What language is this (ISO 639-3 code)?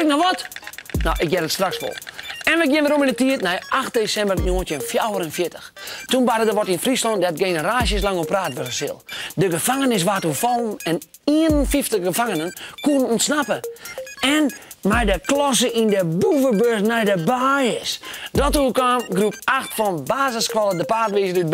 fry